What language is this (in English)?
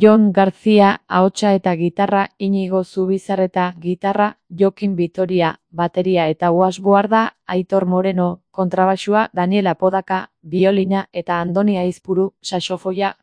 Basque